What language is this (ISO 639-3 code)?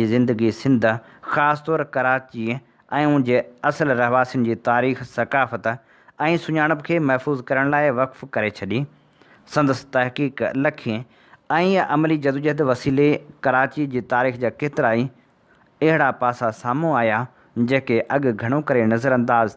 snd